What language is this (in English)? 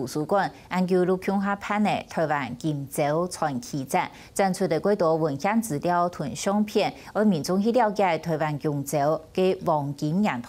Hakka Chinese